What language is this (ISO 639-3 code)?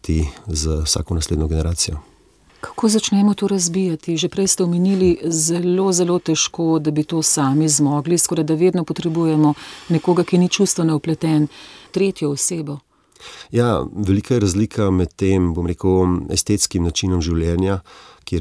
slv